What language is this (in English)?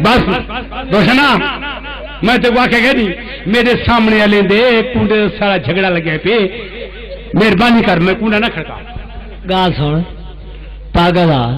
Saraiki